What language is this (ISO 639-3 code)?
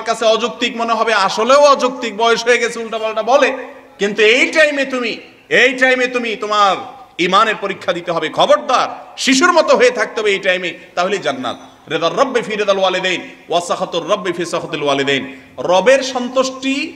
ben